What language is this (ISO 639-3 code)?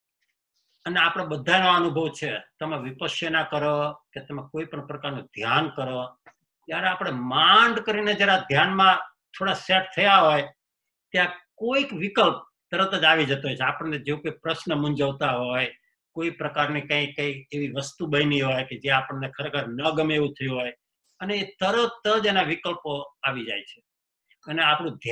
guj